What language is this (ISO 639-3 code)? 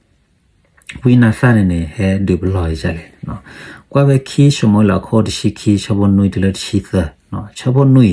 ksw